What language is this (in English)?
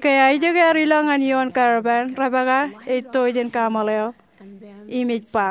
Marshallese